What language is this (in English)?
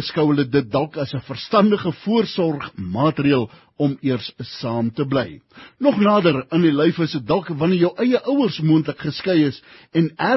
Afrikaans